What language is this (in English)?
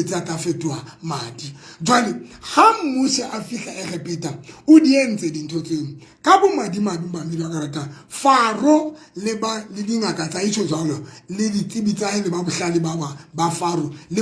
Southern Sotho